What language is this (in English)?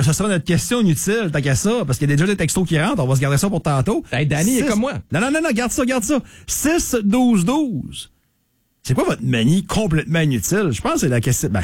French